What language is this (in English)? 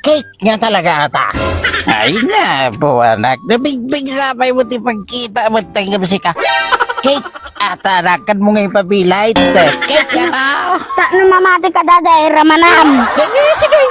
Iloko